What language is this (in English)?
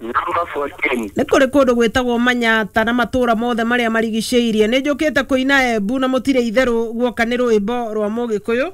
Kikuyu